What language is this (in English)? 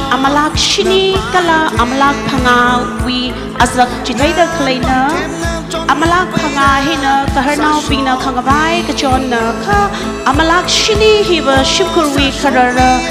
Tangkhul Naga (India)